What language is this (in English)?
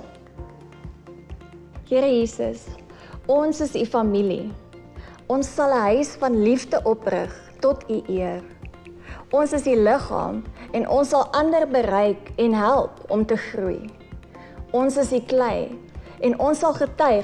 Afrikaans